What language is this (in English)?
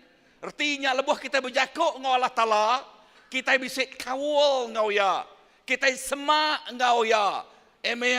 Iban